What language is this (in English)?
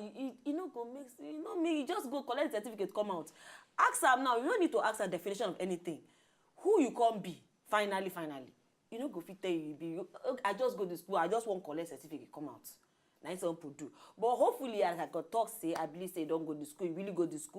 Nigerian Pidgin